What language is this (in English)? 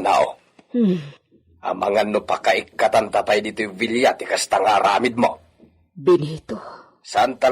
Iloko